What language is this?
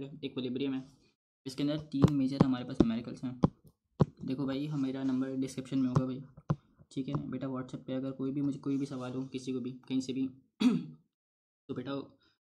Hindi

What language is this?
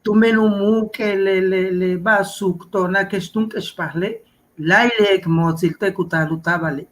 Yucateco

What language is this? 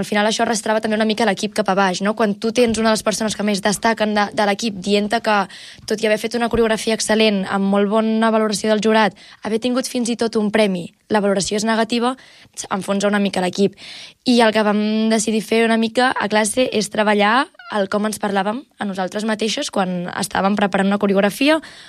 Catalan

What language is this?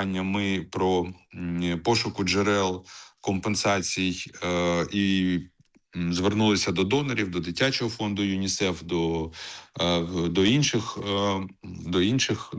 Ukrainian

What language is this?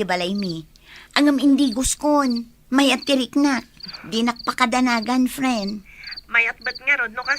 Iloko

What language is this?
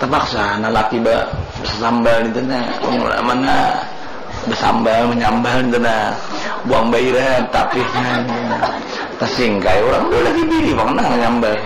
Banjar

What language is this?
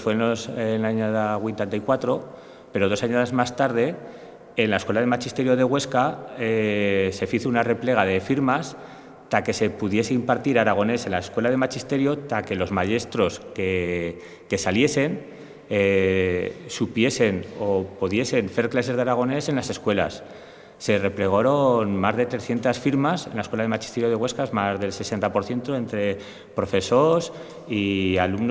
Aragonese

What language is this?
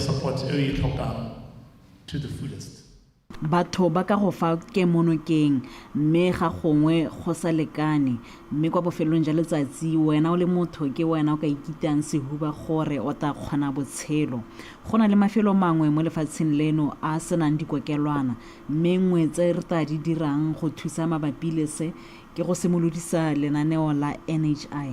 Tswana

